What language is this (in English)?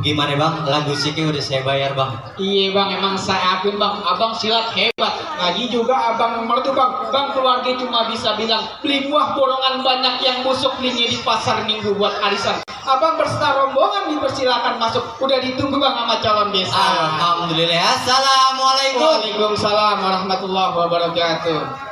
Betawi